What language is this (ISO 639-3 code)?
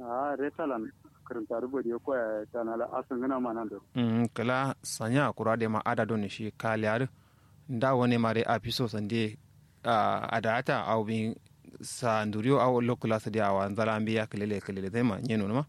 kau